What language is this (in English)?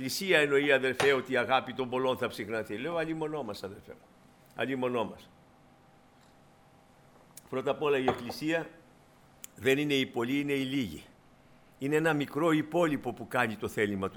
Greek